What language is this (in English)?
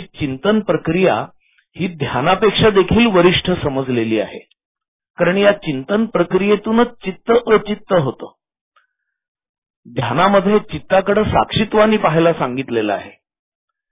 Marathi